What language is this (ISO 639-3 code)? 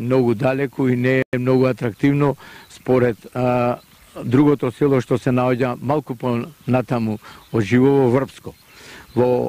mkd